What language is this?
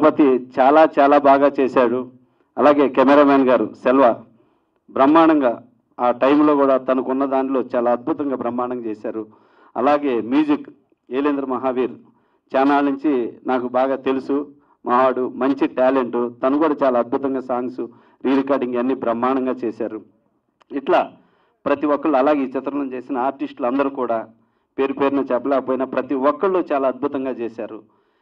Telugu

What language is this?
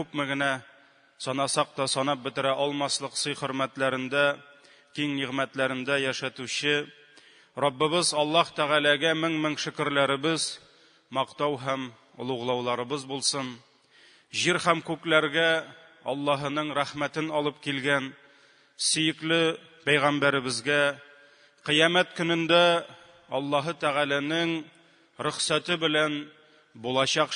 Tatar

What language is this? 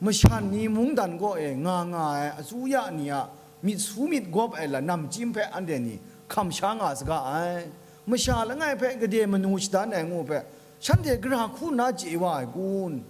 Kachin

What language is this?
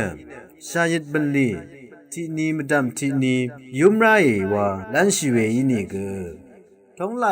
Rawang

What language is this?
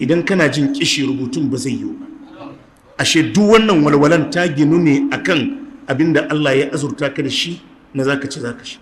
Hausa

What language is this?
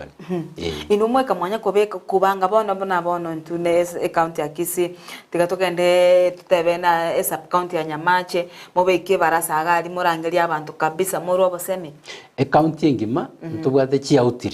Gusii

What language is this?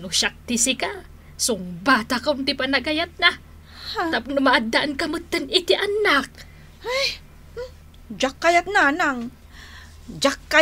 Iloko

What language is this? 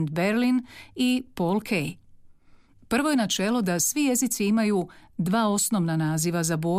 Croatian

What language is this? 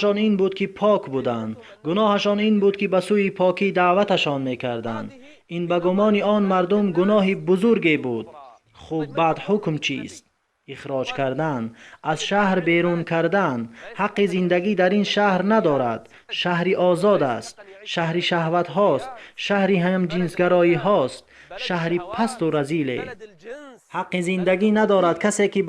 Tajik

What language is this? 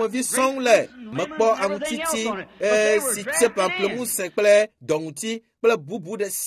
Ewe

